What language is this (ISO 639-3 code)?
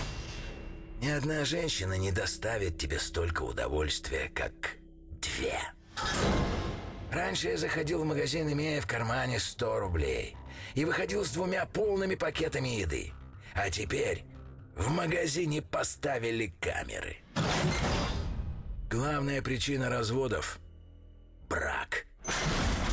rus